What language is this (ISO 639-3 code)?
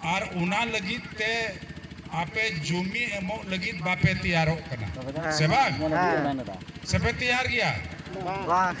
sat